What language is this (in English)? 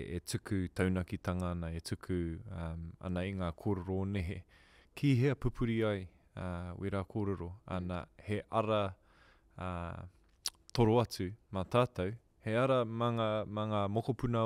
Māori